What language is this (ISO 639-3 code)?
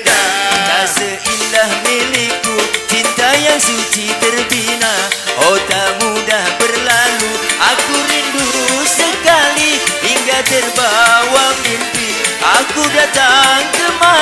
bew